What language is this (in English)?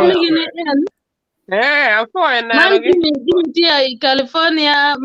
Acoli